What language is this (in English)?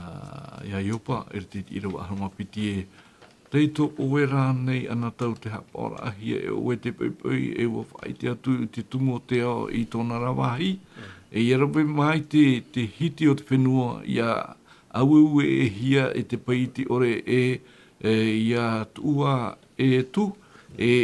Tahitian